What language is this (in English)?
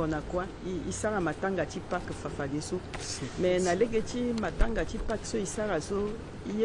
Sango